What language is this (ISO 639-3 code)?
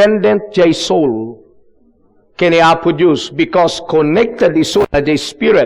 ilo